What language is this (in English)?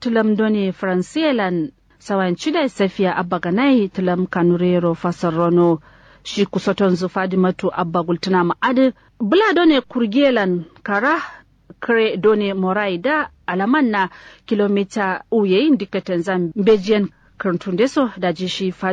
Kanuri